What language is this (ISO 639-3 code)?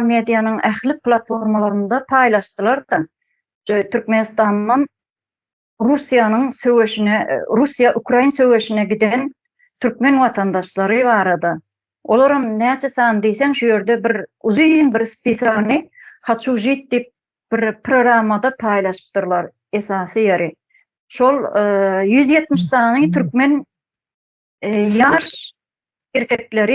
tuk